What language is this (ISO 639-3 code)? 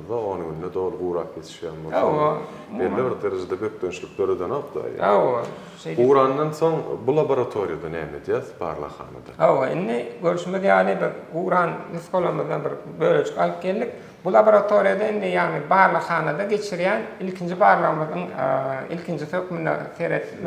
tuk